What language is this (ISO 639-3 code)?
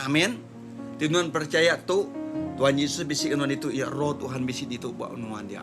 iba